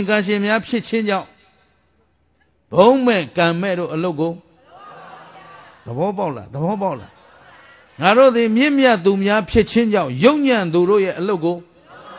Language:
Burmese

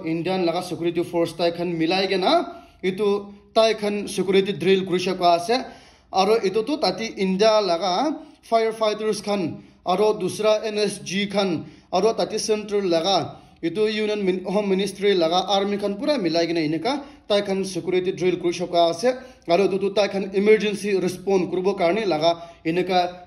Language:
Naga Pidgin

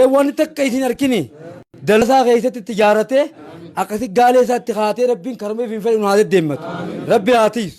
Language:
Oromo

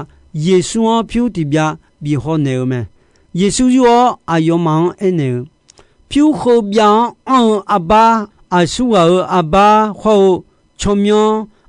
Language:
Akha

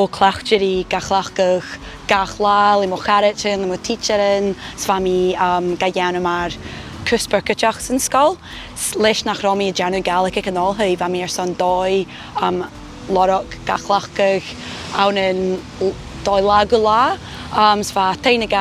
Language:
Scottish Gaelic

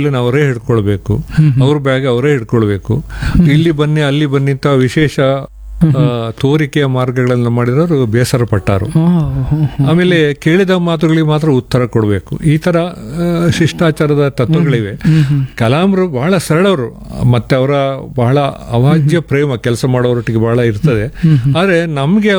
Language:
Kannada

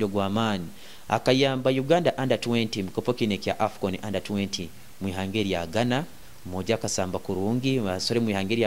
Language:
Nyoro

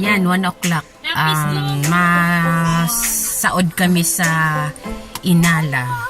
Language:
Bikol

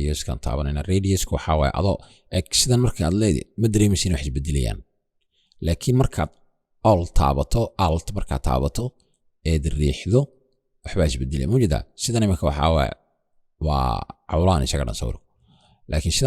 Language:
Somali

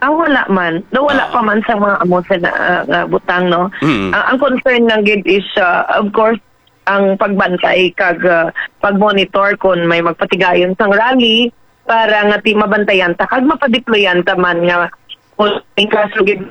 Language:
Hiligaynon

